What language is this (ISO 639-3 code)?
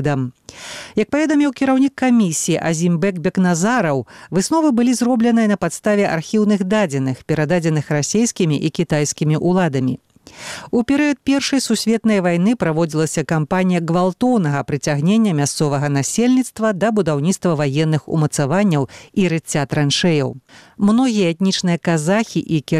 bel